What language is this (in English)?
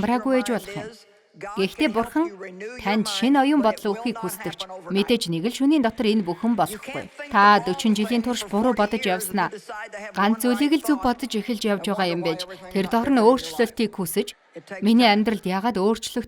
Mongolian